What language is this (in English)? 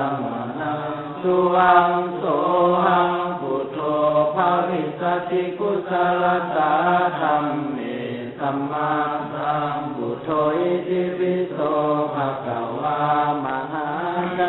Pali